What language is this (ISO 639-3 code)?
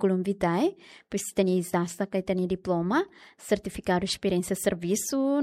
tet